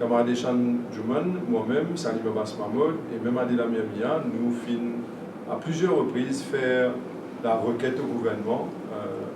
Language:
Morisyen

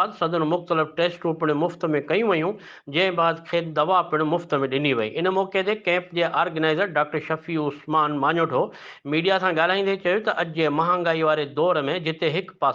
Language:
Sindhi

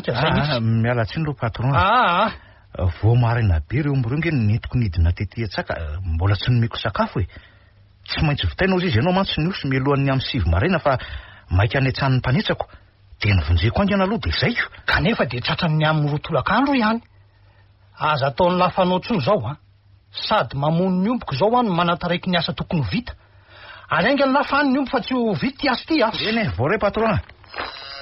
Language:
Malagasy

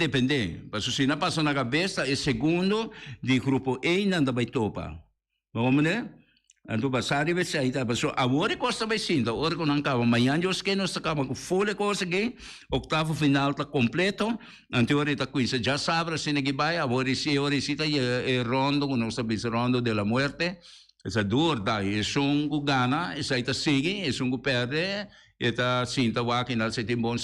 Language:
Papiamento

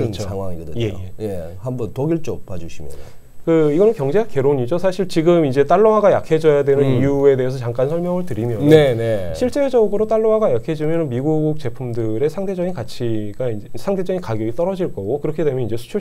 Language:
Korean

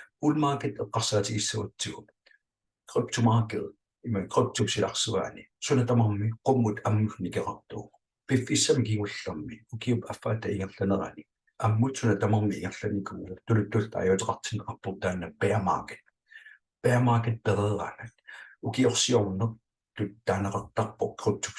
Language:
Kalaallisut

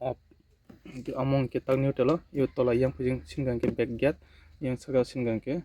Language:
Kok Borok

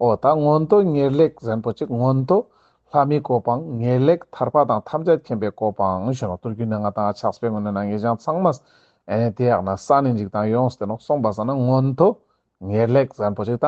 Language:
Ladakhi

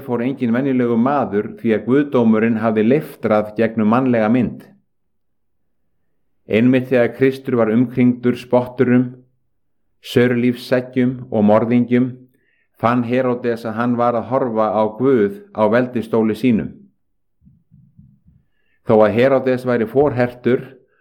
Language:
Icelandic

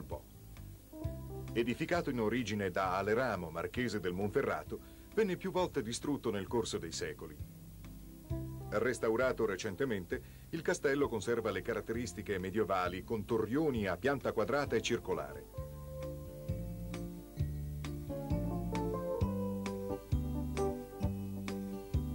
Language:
Italian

